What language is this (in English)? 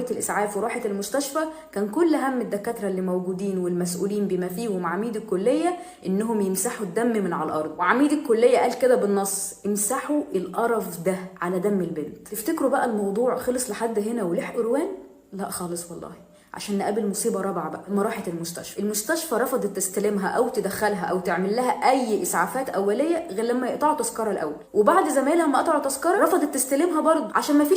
Egyptian Arabic